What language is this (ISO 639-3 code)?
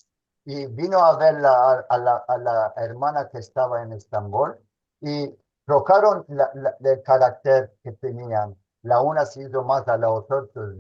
lad